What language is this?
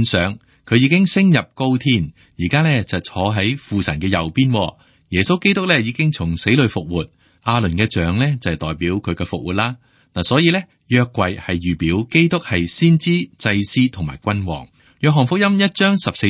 Cantonese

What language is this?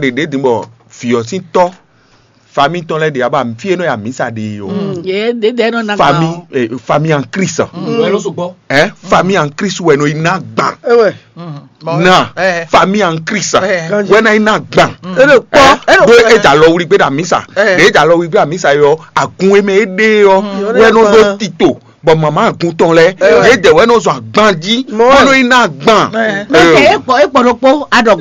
Fon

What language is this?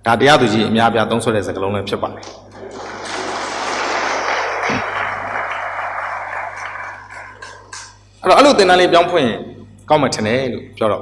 Burmese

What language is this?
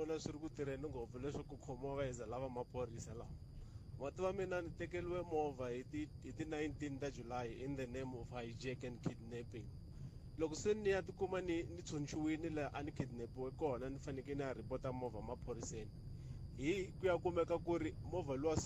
Tsonga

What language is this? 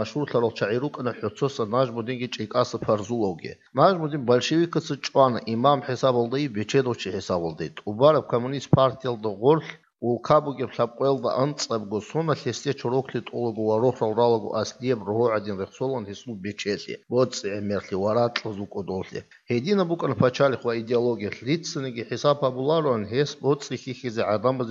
Avaric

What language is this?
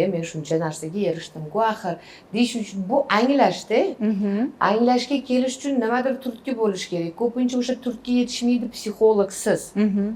Uzbek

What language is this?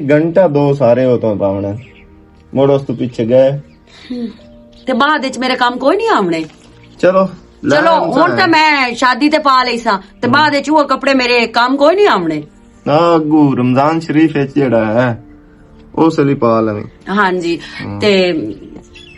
Western Panjabi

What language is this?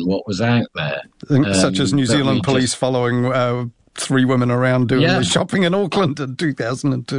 English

